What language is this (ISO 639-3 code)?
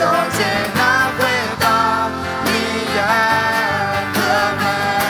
ahk